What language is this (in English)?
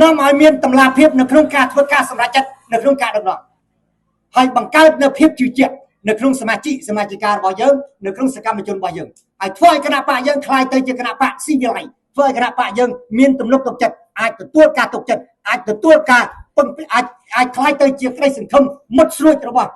Khmer